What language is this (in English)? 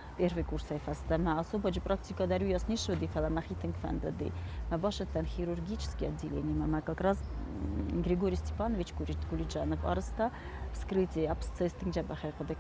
Ossetic